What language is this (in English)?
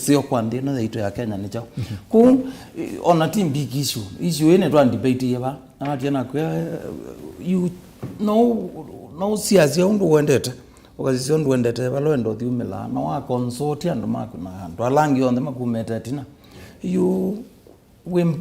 Kamba